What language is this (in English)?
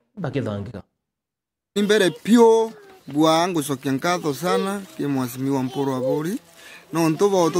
Meru